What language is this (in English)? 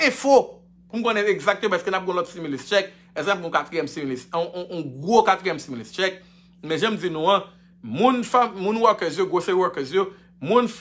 Haitian Creole